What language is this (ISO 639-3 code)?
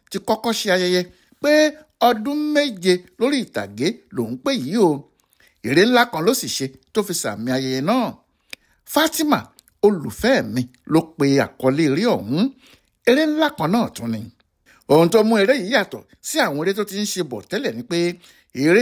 yor